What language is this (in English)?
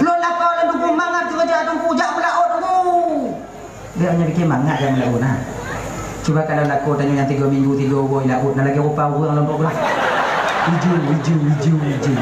Achinese